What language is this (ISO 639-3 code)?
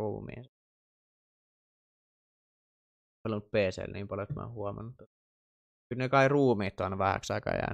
fin